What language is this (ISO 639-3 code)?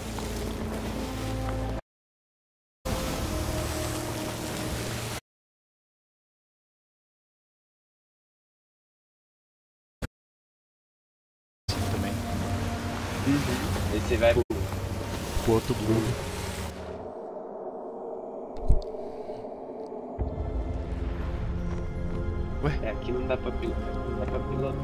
por